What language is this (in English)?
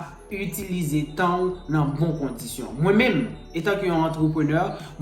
Haitian Creole